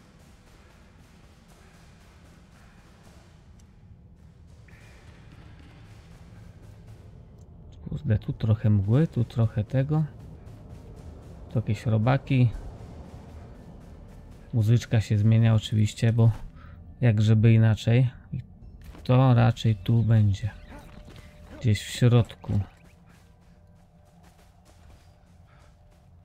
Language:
Polish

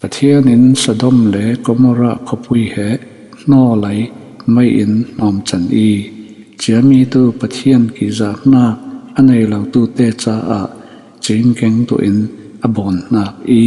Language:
Falam Chin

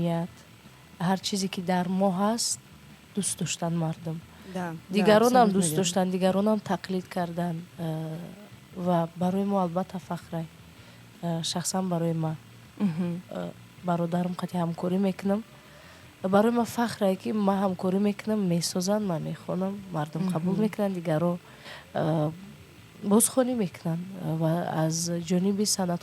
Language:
Tajik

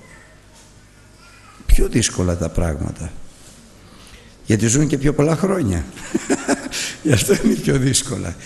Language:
Greek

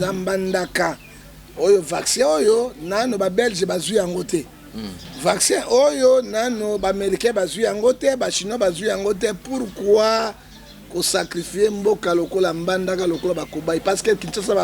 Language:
Lingala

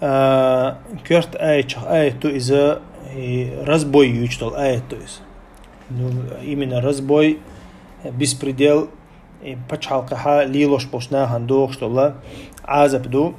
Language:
Chechen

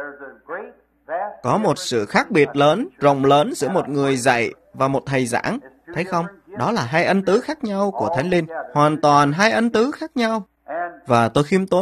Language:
Vietnamese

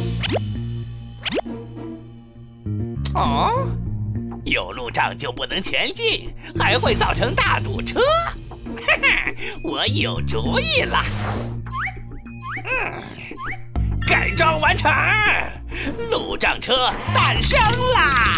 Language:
Chinese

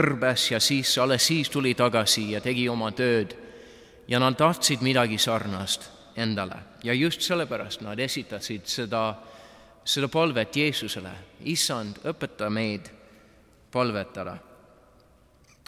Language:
Estonian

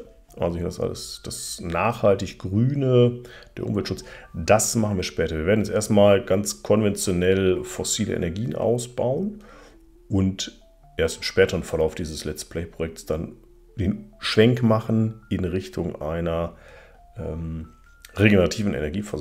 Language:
German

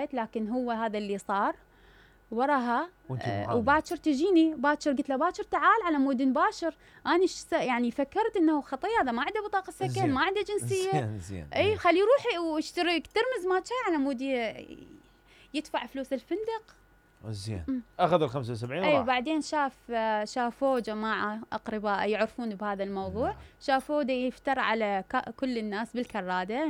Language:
Mesopotamian Arabic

